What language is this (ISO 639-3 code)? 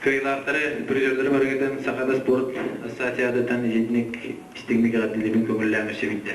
sah